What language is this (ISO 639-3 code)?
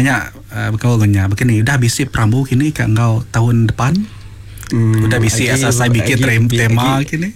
iba